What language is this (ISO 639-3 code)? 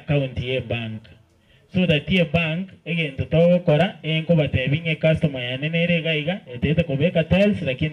guz